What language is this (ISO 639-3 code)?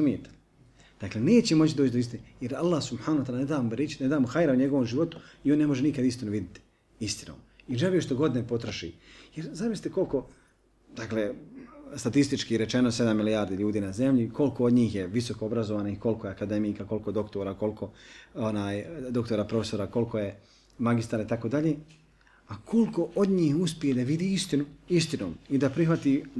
bos